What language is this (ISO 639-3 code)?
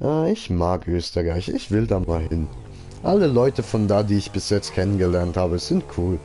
gsw